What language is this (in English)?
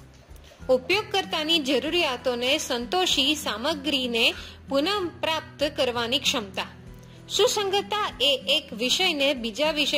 Gujarati